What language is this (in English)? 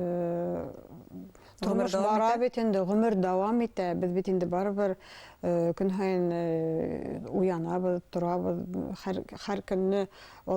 Bashkir